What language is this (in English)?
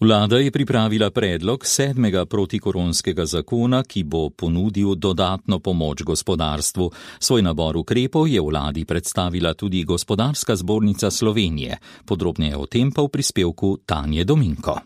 Slovenian